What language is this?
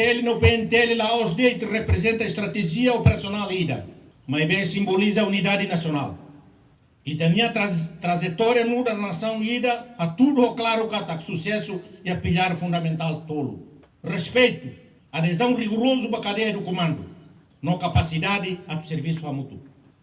Tetum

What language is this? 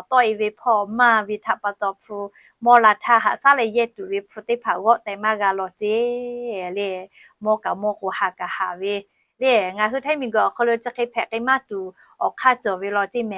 Lahu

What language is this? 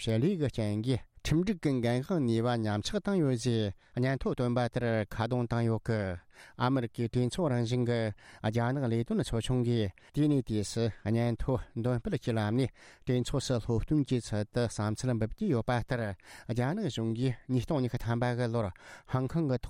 Tibetan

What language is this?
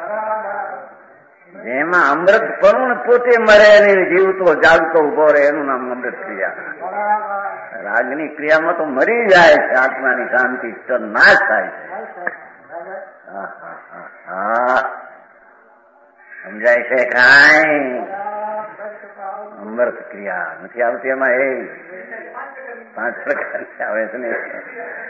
Gujarati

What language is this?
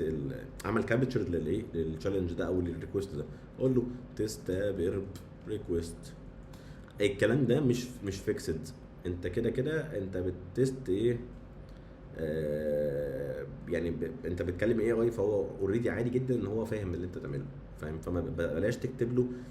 Egyptian Arabic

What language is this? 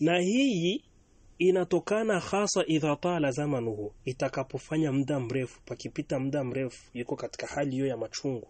Swahili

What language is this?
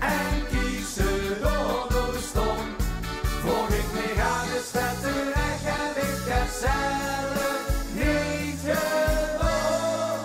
Limburgish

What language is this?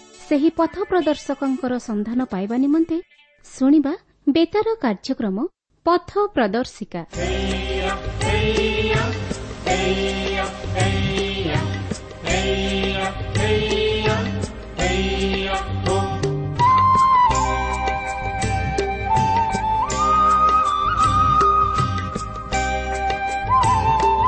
Odia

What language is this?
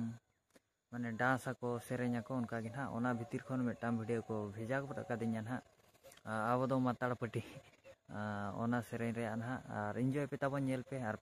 Santali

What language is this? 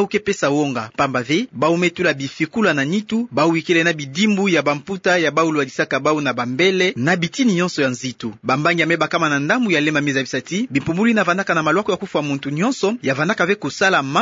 Kituba (Democratic Republic of Congo)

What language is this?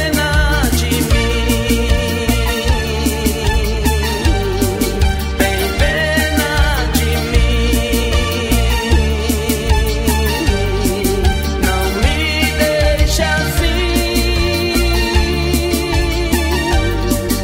Portuguese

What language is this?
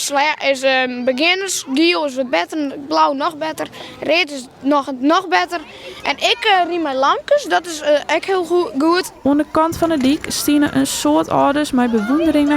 Western Frisian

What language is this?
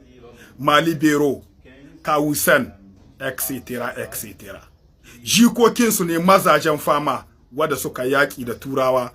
Hausa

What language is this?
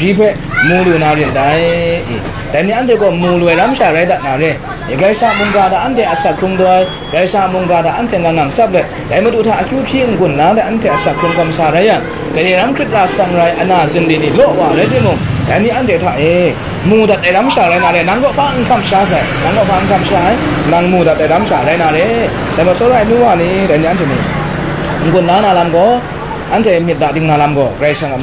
Kachin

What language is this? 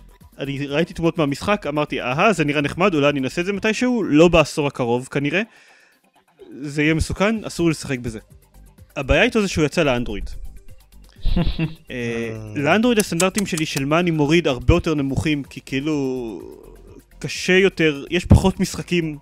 Hebrew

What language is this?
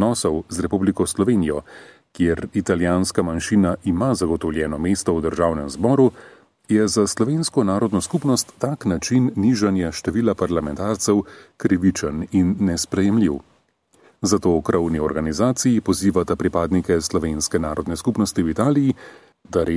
Slovenian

